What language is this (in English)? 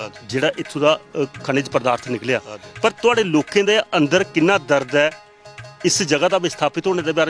Dogri